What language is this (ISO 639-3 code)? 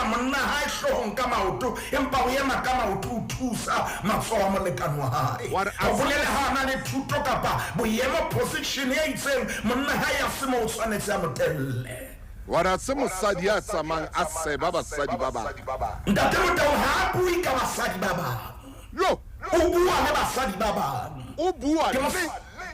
sot